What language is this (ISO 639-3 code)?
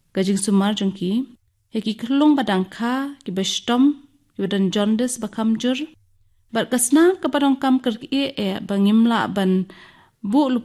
kha